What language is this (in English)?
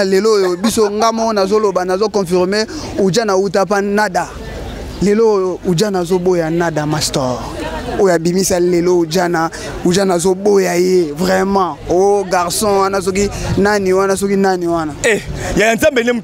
Lingala